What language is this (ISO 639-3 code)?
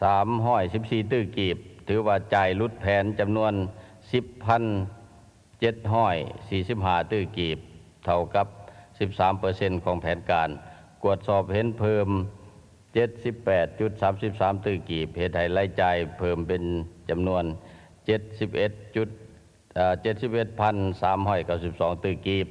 lao